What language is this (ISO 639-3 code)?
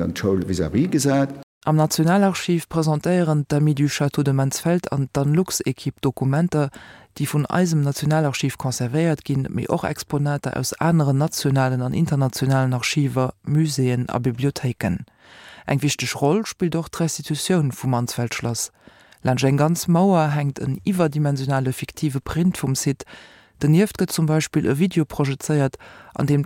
ltz